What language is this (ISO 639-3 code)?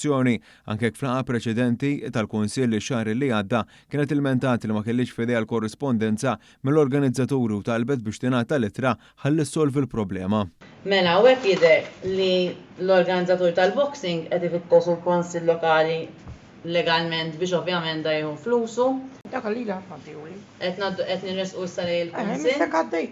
mlt